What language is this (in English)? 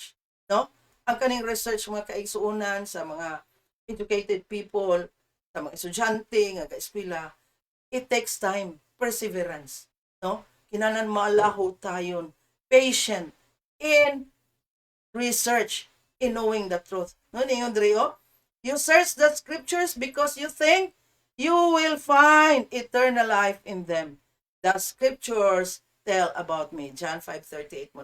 Cebuano